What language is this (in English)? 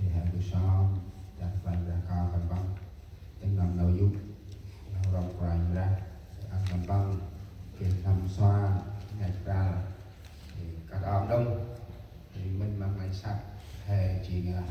Central Mnong